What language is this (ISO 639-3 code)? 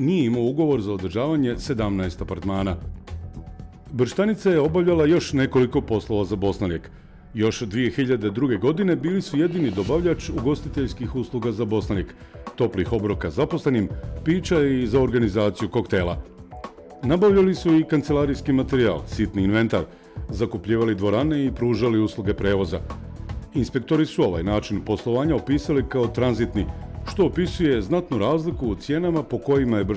bos